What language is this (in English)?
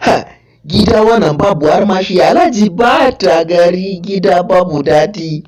Hausa